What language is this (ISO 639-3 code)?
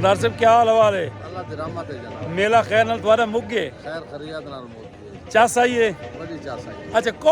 skr